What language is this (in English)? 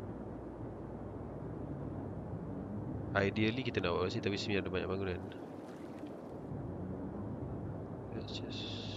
Malay